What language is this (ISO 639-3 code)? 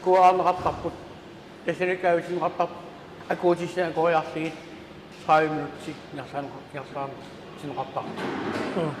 kal